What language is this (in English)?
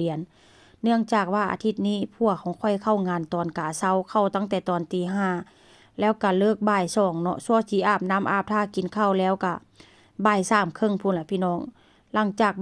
Northeastern Thai